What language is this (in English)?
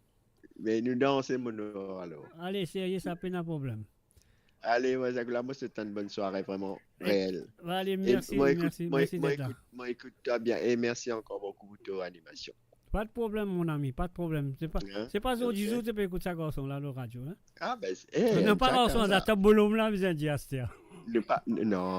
Morisyen